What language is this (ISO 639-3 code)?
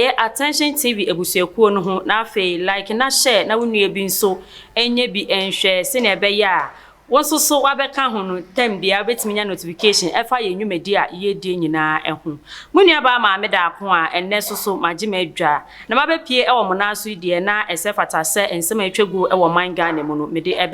aka